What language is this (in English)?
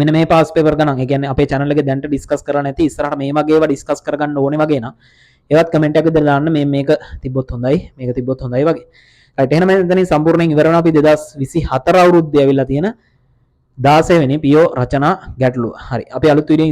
Sinhala